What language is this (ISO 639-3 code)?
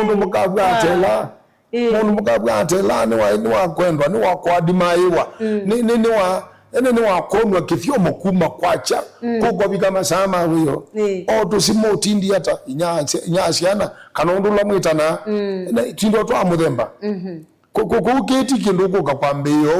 kam